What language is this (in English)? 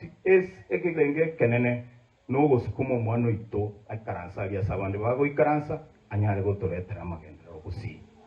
Gusii